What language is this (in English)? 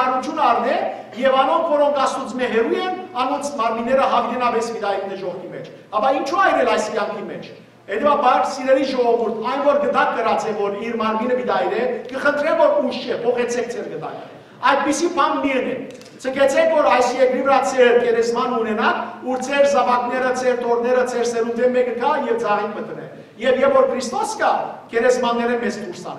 Western Armenian